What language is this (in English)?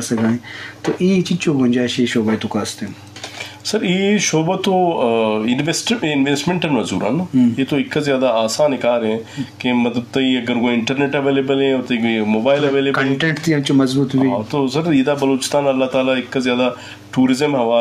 Eastern Balochi